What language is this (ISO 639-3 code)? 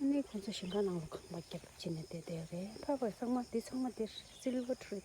bod